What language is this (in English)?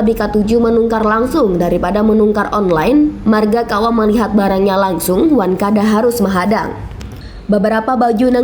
Banjar